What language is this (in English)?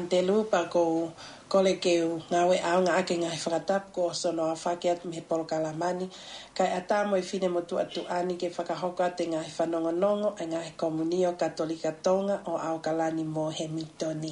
Tongan